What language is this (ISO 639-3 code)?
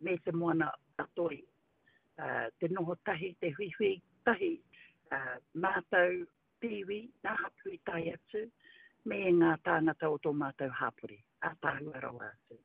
mri